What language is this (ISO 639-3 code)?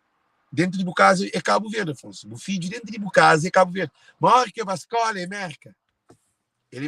kea